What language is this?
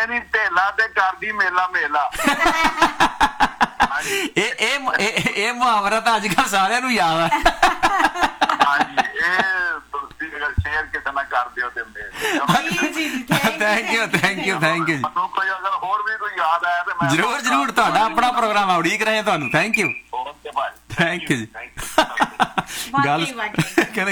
Punjabi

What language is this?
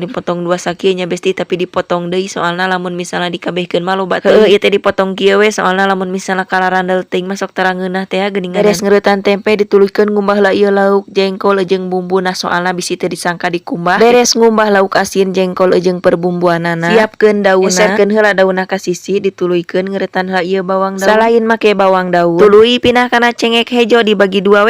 Sundanese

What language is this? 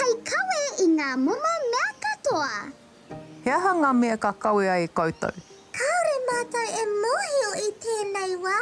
Māori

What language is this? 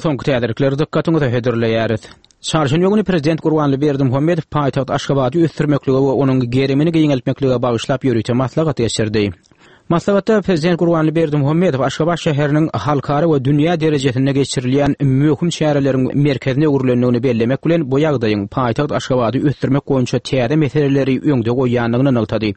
Turkmen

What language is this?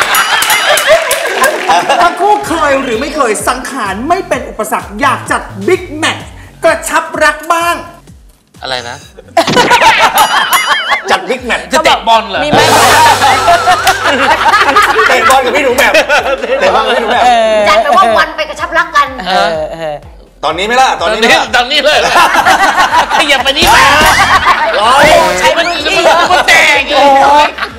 Thai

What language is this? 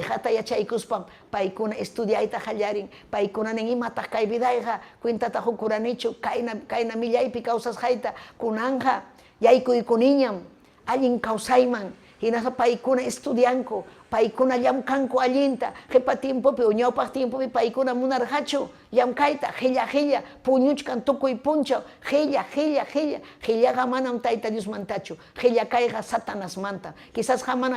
Ayacucho Quechua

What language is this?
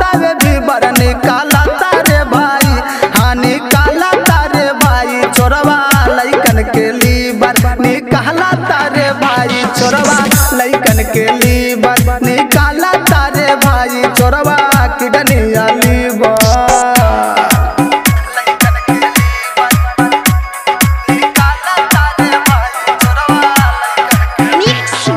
Bhojpuri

